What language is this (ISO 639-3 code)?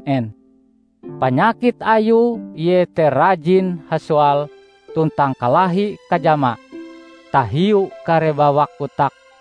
nij